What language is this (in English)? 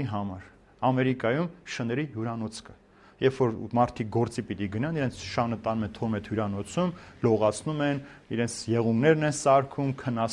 Armenian